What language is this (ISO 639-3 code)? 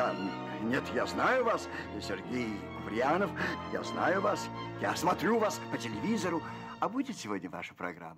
rus